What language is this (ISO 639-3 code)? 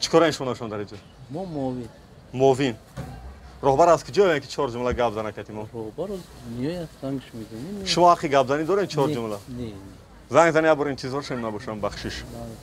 tgk